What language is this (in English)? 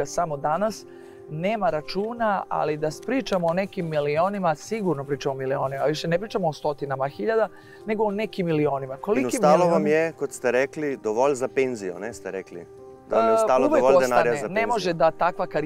Serbian